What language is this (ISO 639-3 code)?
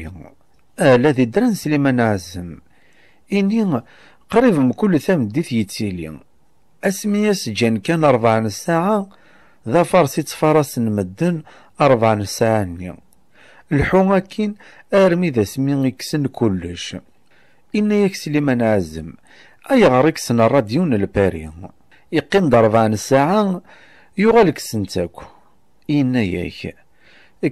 kab